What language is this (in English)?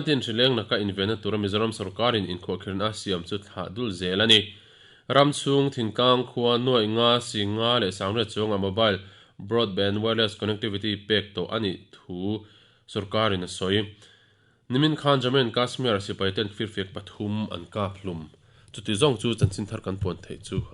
Mizo